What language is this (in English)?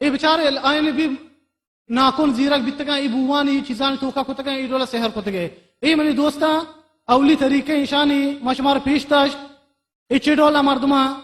Baluchi